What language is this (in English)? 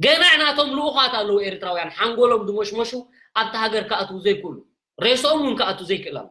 Tigrinya